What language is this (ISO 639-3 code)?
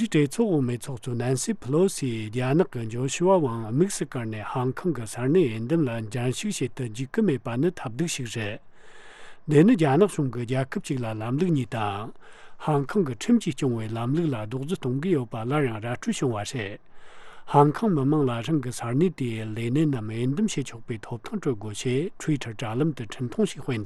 bod